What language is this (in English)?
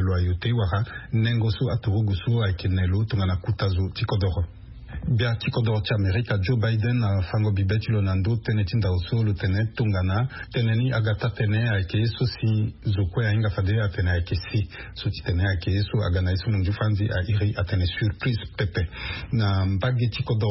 Sango